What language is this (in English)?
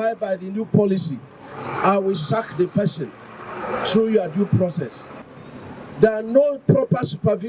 Nigerian Pidgin